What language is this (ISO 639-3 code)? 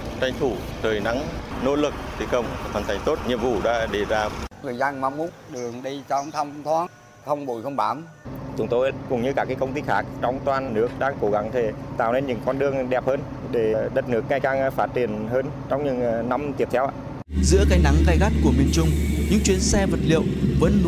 vie